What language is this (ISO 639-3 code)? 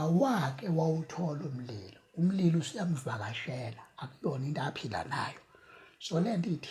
zul